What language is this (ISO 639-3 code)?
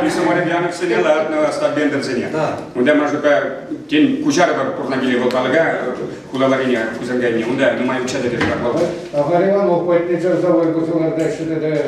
chv